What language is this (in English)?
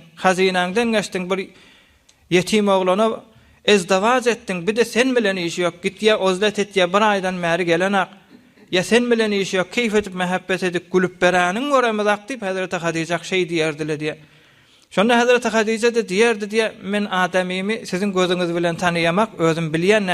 Turkmen